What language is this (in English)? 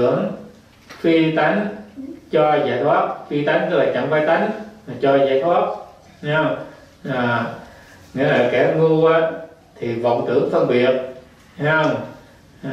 Vietnamese